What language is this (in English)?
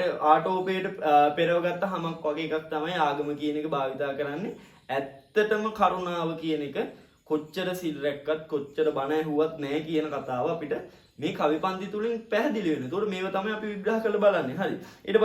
Sinhala